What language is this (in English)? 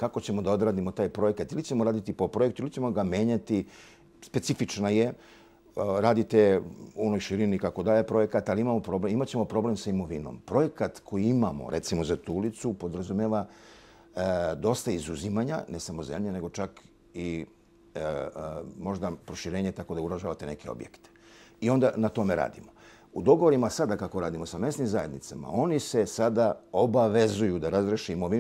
Serbian